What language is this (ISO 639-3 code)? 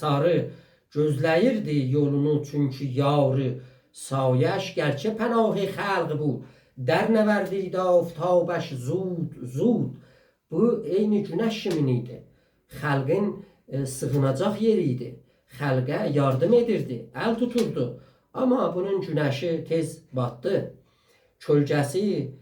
azb